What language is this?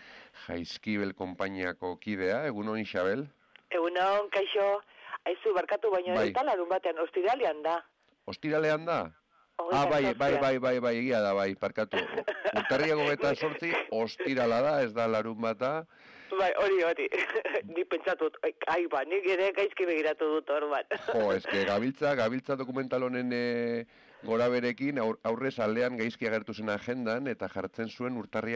Basque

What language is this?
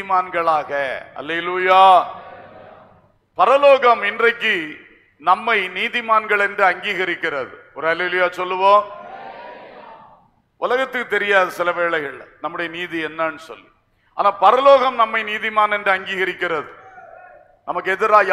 Tamil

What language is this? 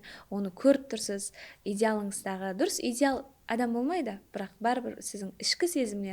Kara-Kalpak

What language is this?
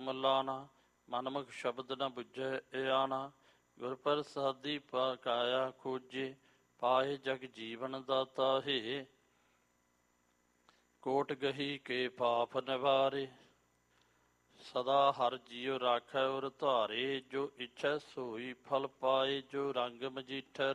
Punjabi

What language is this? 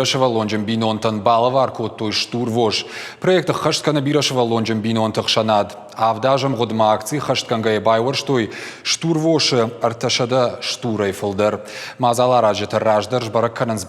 Ossetic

